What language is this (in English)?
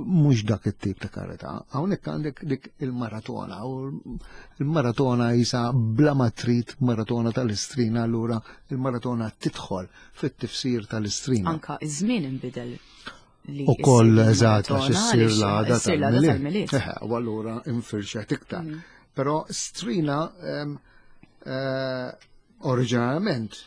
Maltese